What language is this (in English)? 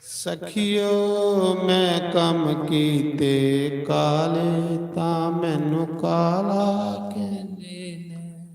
Dogri